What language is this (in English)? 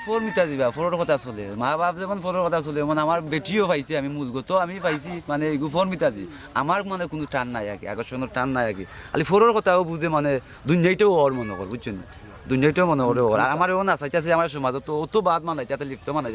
Sylheti